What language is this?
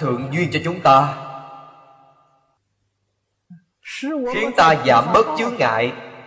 Vietnamese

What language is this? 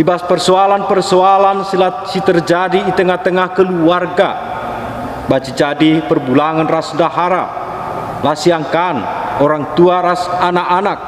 Batak Karo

